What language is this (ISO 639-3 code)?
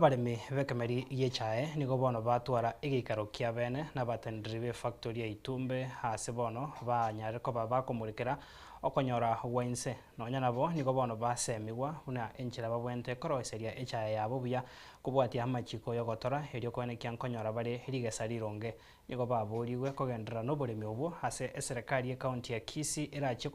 guz